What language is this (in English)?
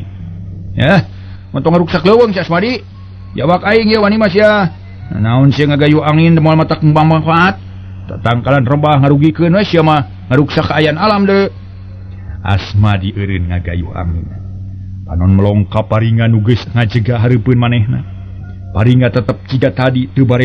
Sundanese